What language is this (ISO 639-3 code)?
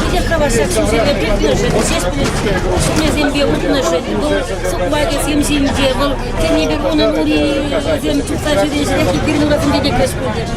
chv